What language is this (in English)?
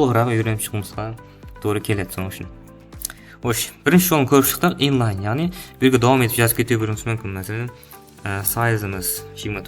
Kara-Kalpak